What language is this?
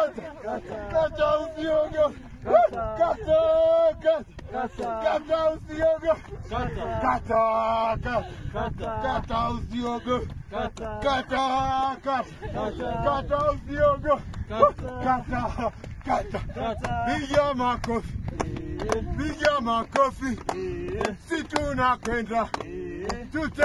Swahili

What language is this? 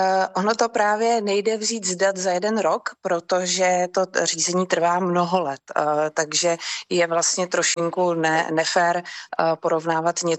Czech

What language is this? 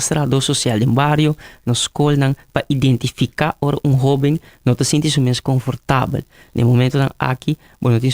Papiamento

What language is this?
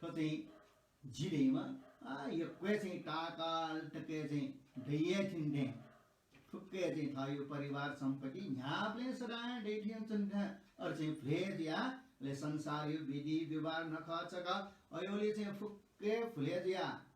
Newari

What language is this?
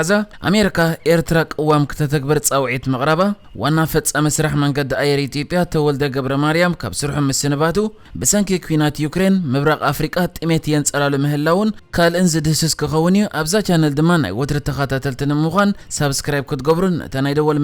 Tigrinya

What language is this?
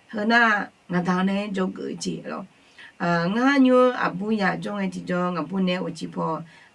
Akha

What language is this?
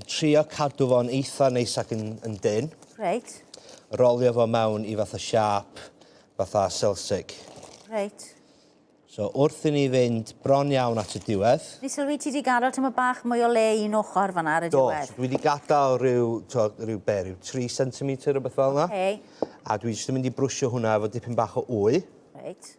Welsh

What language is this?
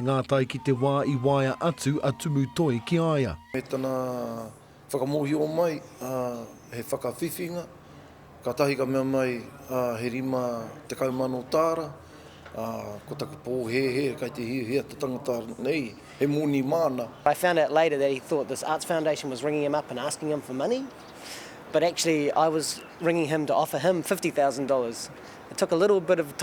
Māori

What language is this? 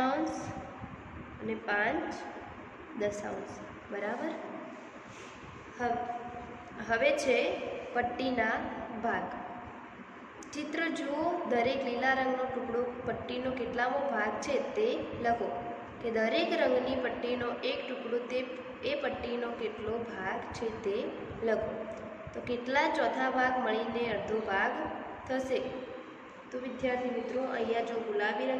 Gujarati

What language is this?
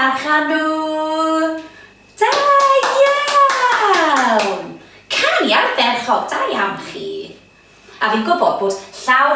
Welsh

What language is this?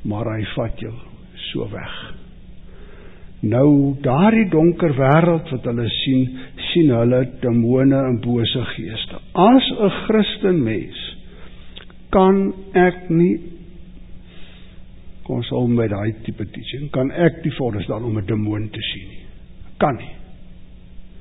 Afrikaans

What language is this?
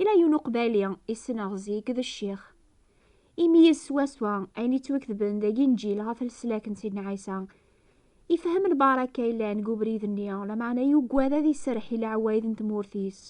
Kabyle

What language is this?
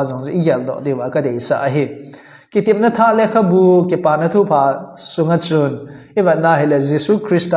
Thado Chin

